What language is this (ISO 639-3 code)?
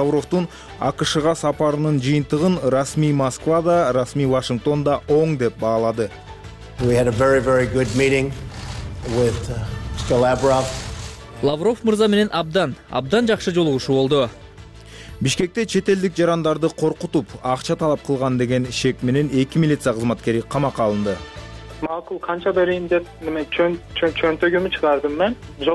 kir